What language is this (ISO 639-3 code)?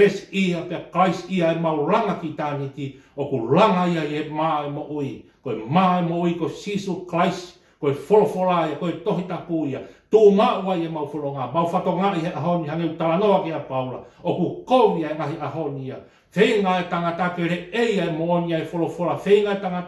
ton